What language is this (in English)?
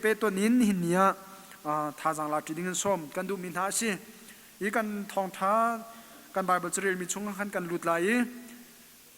Hakha Chin